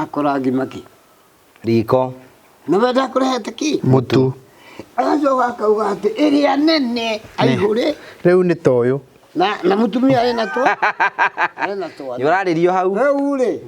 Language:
Kikuyu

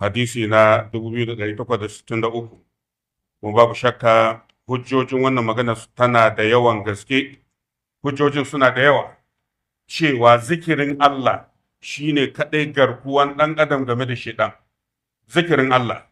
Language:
Hausa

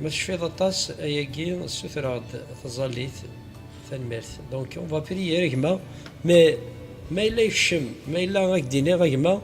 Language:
Kabyle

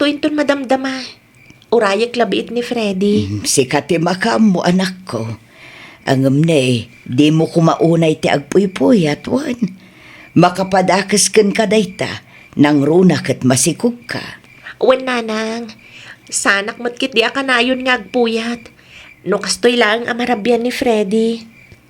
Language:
Iloko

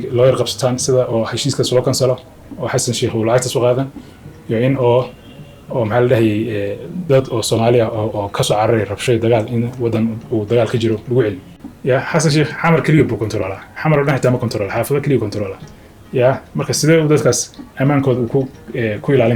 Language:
Somali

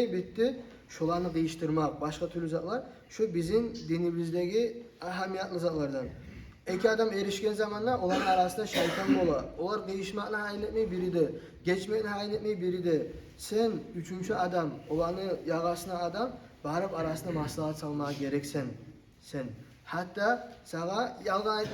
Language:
Kumyk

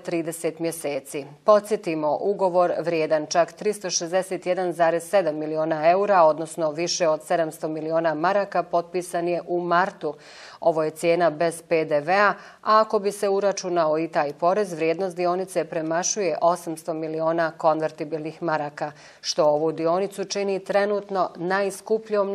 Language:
Bosnian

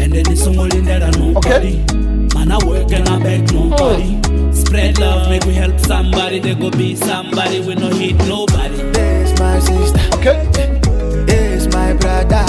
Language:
Venda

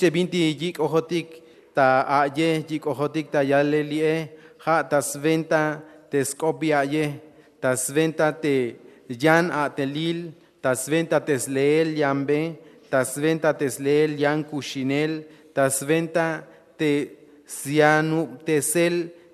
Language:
Tzeltal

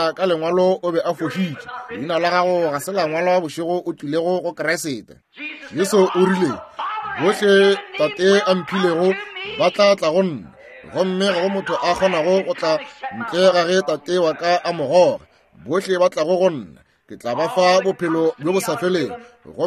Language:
Northern Sotho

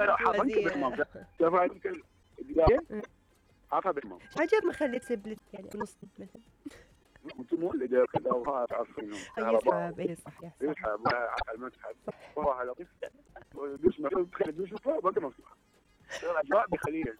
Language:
Mesopotamian Arabic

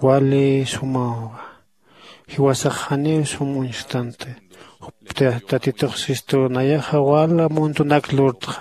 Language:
Aymara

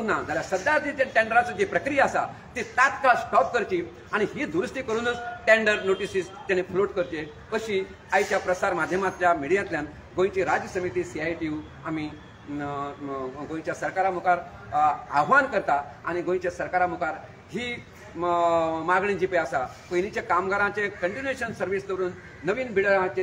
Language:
Konkani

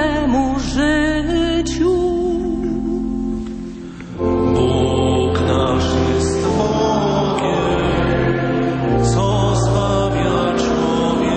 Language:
Polish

